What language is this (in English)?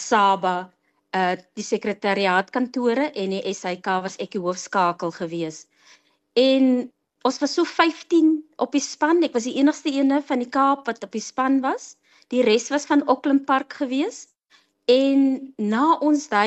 Afrikaans